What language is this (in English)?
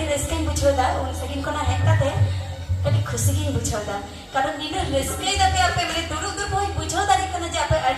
Santali